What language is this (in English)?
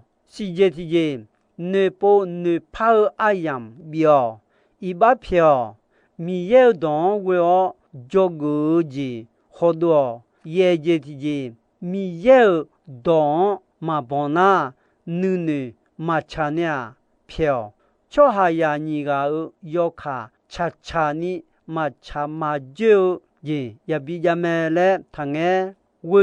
Akha